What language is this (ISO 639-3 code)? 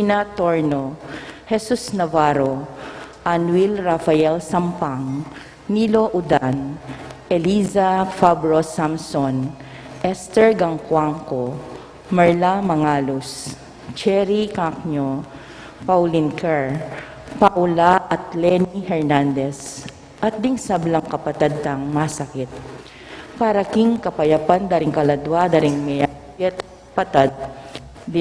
pam